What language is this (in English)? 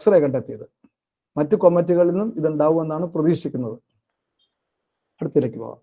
Malayalam